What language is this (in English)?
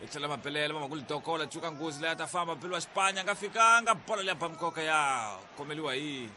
Tsonga